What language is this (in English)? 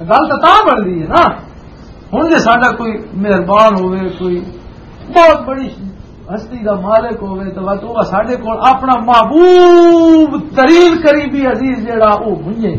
Western Panjabi